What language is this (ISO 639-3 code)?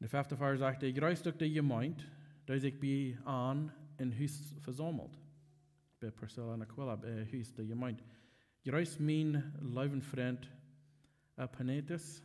pdt